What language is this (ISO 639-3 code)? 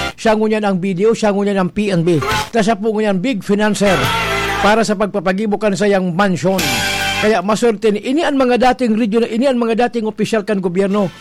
bik